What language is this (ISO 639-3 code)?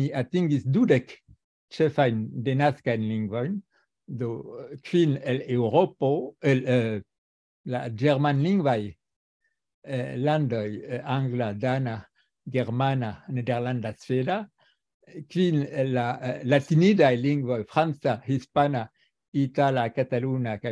epo